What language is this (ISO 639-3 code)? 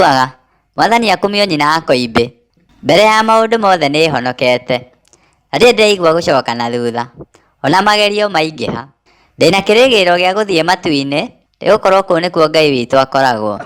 kik